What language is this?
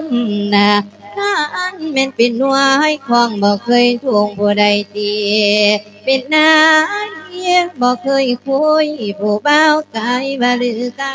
Lao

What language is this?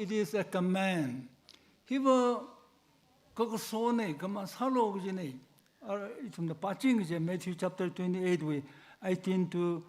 Tangkhul Naga (India)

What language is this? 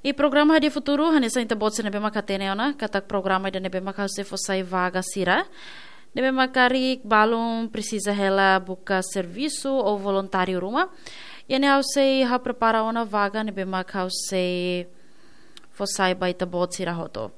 Tetum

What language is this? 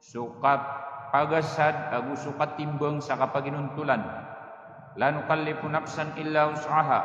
Maranao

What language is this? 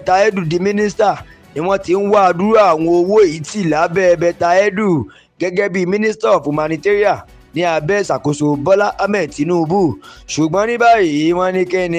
Yoruba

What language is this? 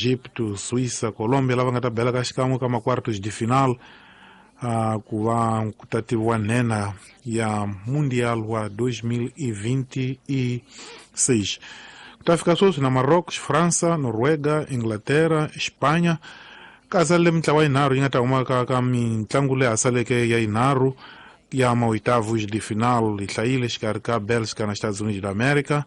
Tsonga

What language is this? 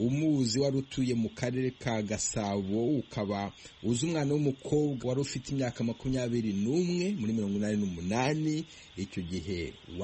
Kinyarwanda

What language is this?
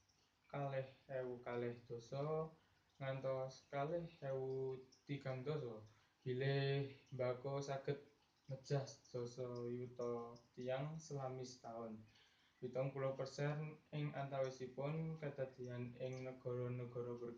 Javanese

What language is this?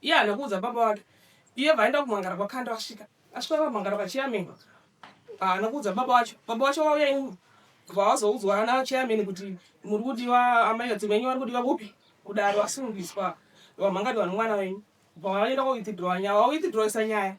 Shona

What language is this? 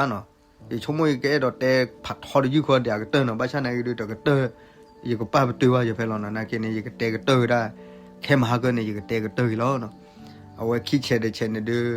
S'gaw Karen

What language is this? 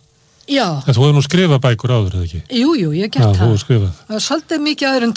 Icelandic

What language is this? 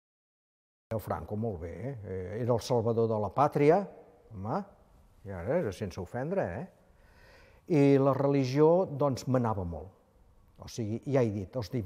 Catalan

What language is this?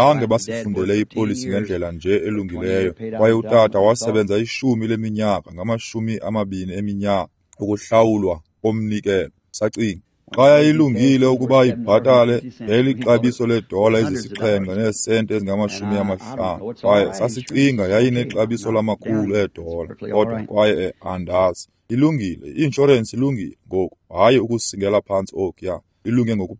Xhosa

